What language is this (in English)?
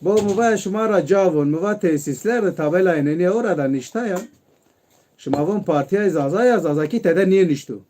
Zaza